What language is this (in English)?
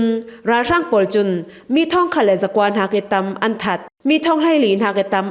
Falam Chin